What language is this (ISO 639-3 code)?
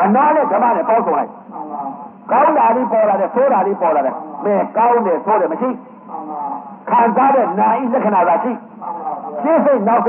mya